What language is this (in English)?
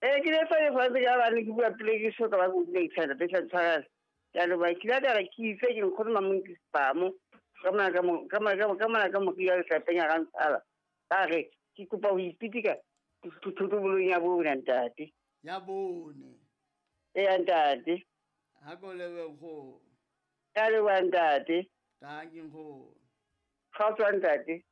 Southern Sotho